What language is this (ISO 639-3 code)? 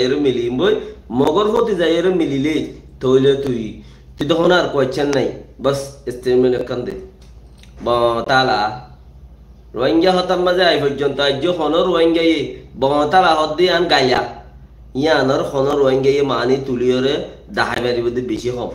rhg